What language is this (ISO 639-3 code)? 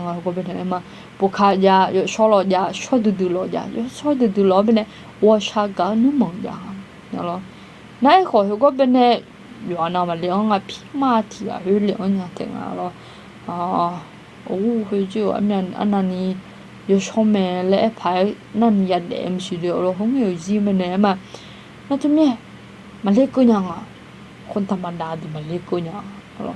ahk